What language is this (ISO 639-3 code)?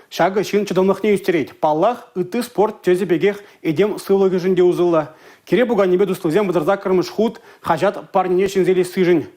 chv